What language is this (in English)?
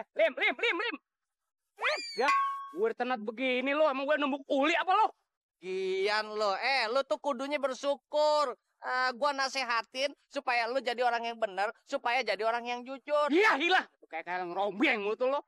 Betawi